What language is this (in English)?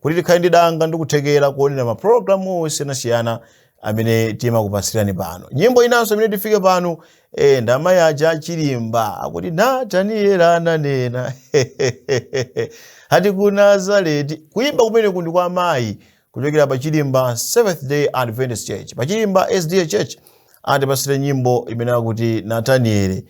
Nyanja